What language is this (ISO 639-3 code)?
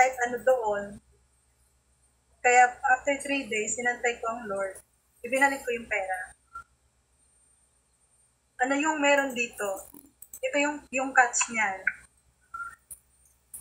fil